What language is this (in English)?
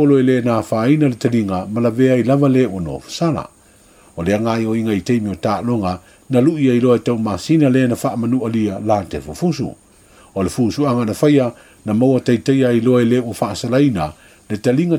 Samoan